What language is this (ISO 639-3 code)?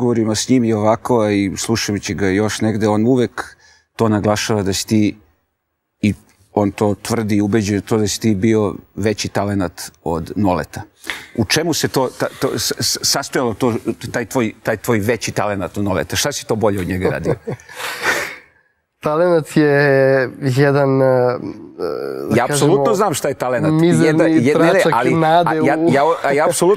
srp